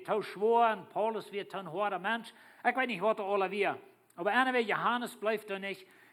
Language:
Plautdietsch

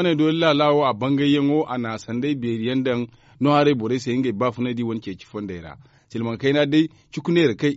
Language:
Zarma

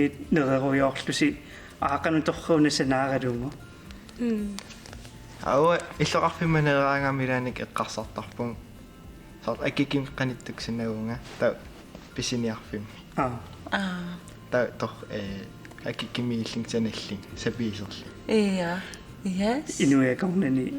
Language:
Kalaallisut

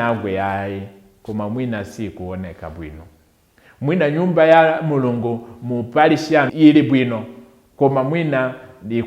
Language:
Nyanja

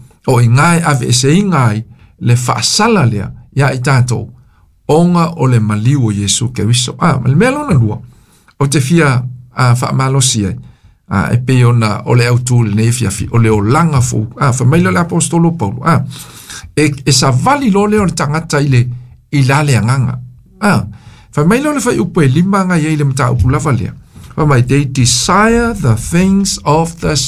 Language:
Samoan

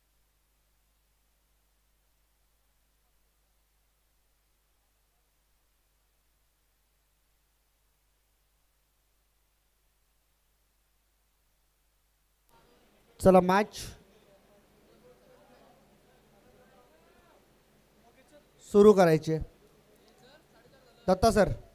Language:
Marathi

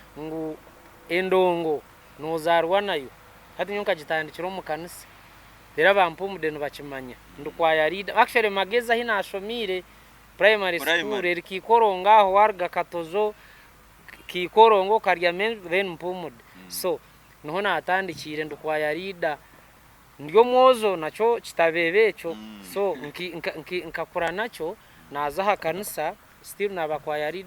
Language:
Nyankole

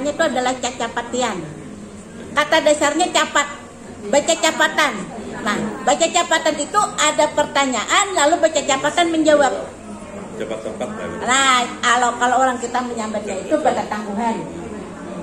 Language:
Banjar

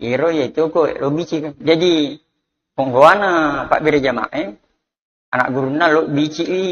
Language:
Buginese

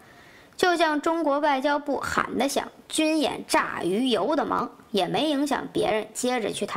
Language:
Chinese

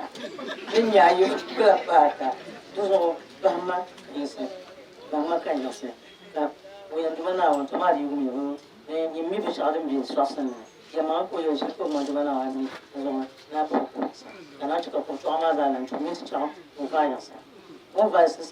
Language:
Dagbani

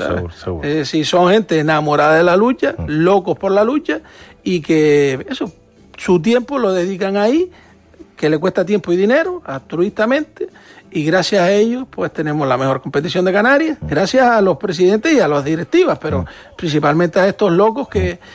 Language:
Spanish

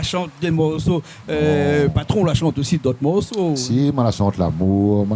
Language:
Réunion Creole French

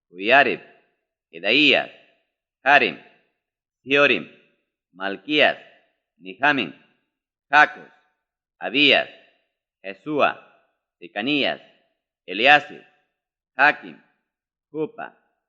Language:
Ayacucho Quechua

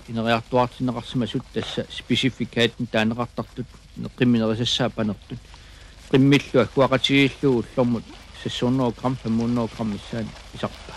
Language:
Kalaallisut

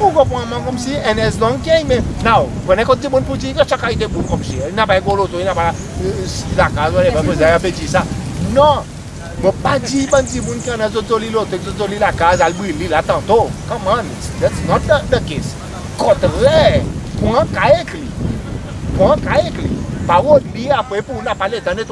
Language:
Seselwa Creole French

